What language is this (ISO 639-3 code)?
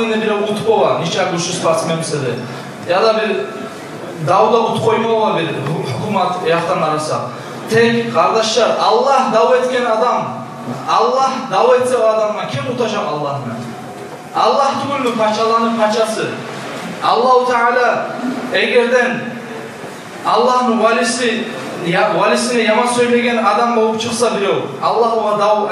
kum